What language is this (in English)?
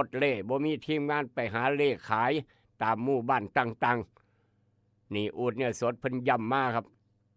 Northeastern Thai